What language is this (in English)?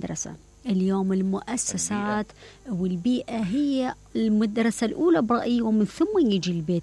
Mesopotamian Arabic